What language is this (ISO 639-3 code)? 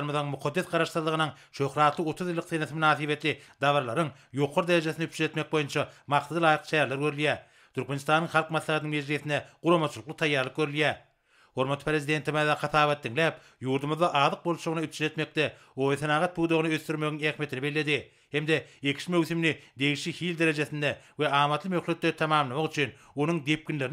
tuk